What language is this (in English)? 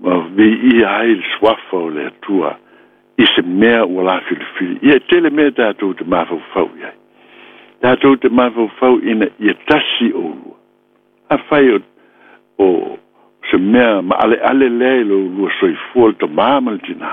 Samoan